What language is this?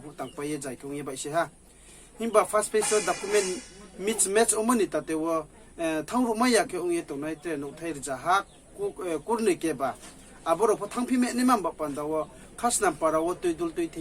Riang (India)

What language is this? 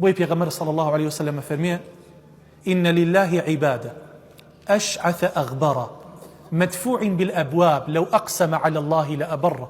Central Kurdish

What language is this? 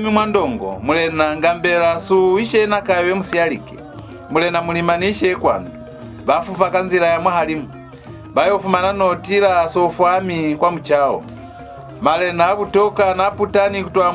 Lozi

